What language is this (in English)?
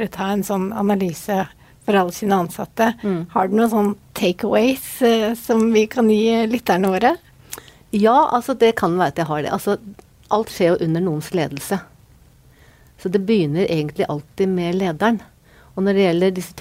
Norwegian